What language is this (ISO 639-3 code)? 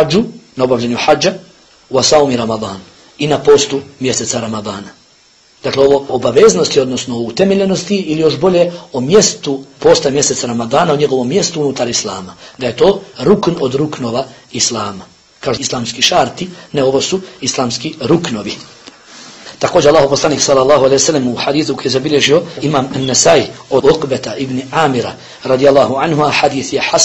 bos